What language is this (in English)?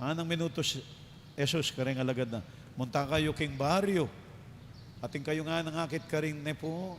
Pampanga